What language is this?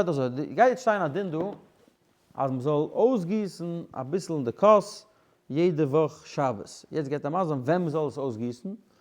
Yiddish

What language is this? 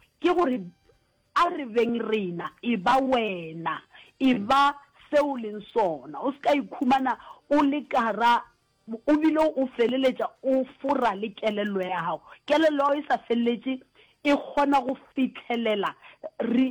Northern Sotho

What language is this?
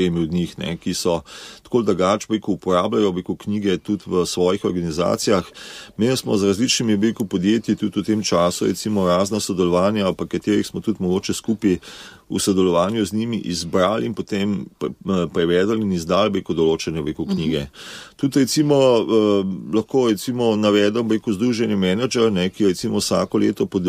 Slovenian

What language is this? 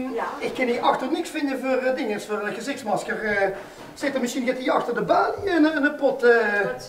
Limburgish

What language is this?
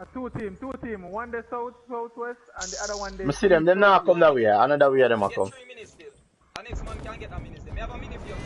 Jamaican Creole English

